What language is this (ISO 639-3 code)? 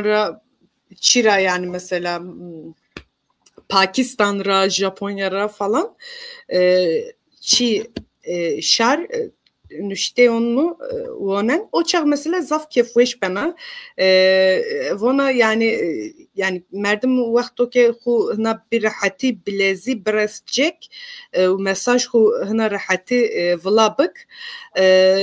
zza